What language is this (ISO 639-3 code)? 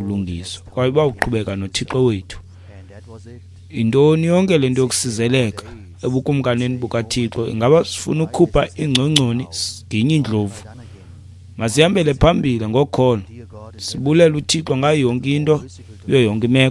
xho